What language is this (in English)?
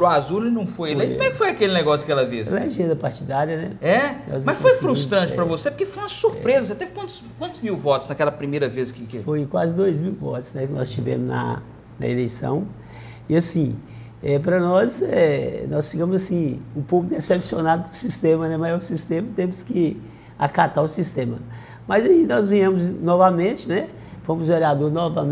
Portuguese